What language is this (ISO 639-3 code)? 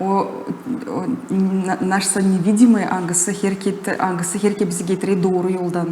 gag